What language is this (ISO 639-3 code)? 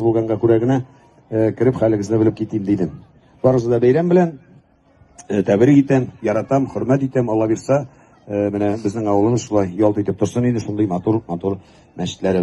tat